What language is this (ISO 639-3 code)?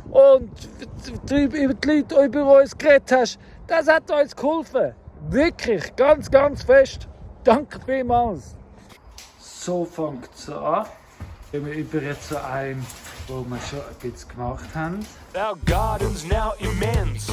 gsw